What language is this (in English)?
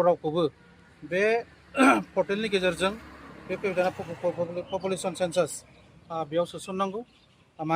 Bodo